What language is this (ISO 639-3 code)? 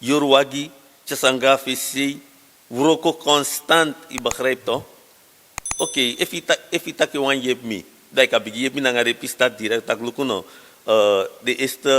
srn